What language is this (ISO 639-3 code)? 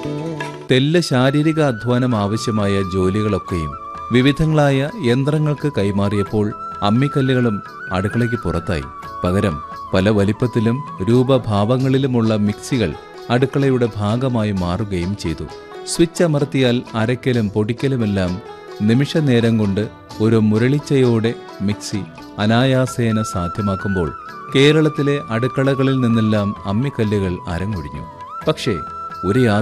mal